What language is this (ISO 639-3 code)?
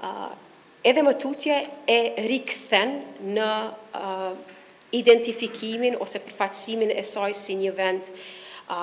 sqi